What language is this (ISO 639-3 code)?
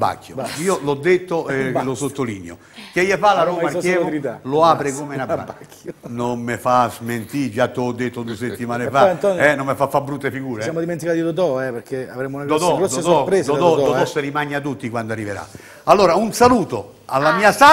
ita